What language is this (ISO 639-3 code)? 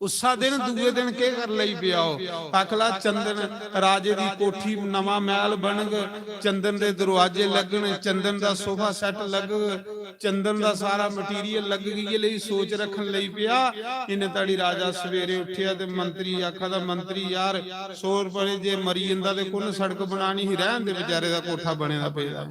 doi